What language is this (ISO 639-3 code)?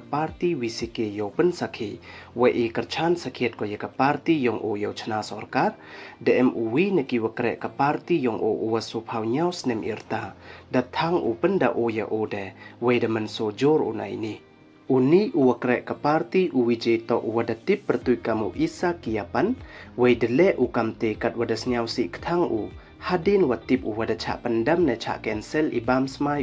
pbv